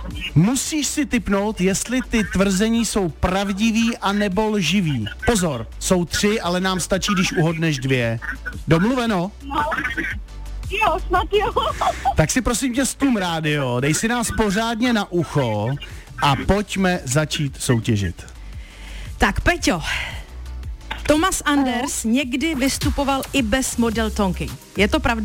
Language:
Czech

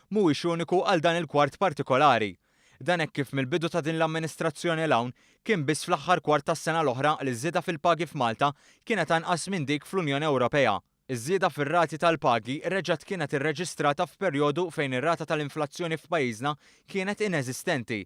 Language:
Maltese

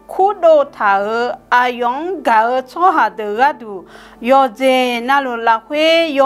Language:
Akha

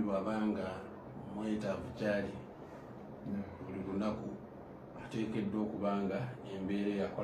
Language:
Ganda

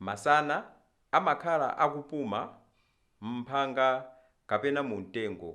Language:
Nyanja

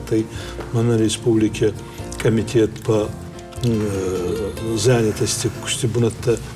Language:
Ossetic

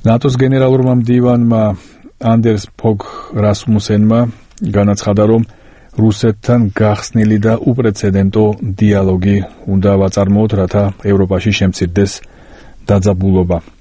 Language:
Georgian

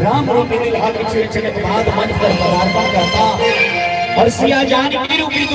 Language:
Maithili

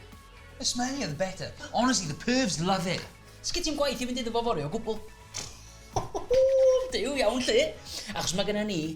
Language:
Welsh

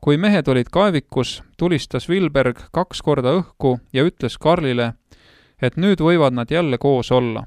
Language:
Estonian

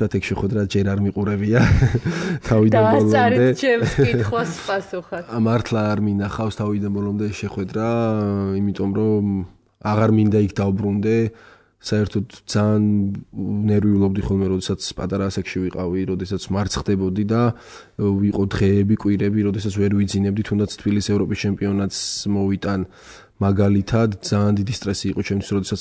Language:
Georgian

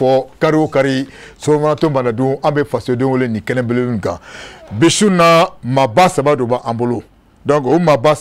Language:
Bambara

